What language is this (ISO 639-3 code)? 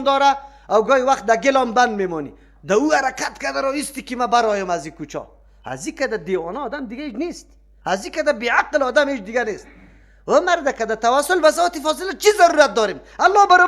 fas